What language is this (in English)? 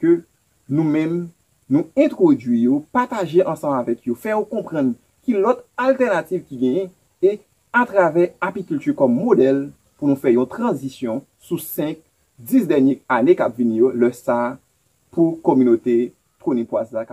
Haitian Creole